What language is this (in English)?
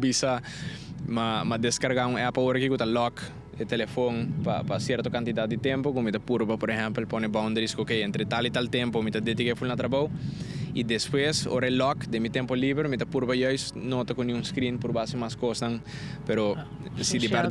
Papiamento